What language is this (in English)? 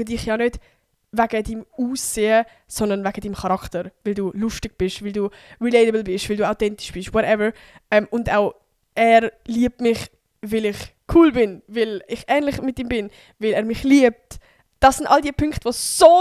Swiss German